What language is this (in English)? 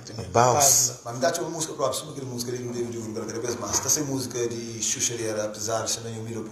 Kabuverdianu